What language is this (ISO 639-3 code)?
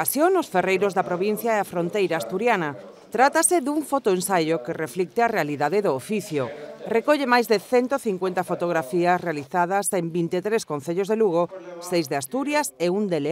glg